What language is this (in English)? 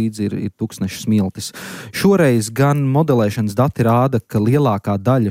Latvian